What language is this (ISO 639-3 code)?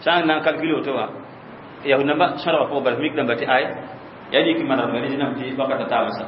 mos